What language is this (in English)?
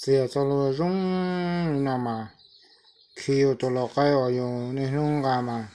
Hmong